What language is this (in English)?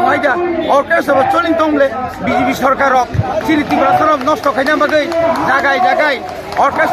Kok Borok